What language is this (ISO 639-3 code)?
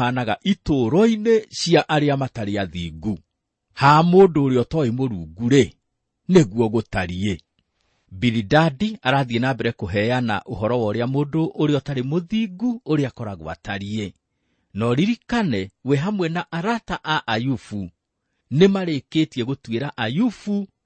kik